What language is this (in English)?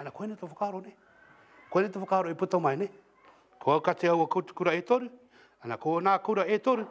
Māori